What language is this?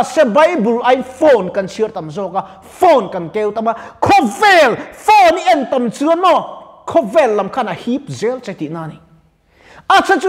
Mizo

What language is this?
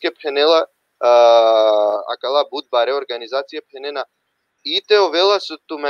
Balkan Romani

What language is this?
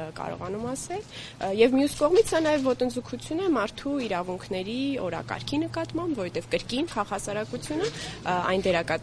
Armenian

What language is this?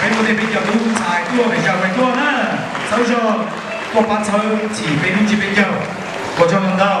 Hmong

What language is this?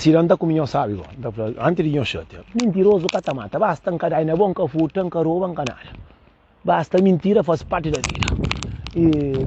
Kabuverdianu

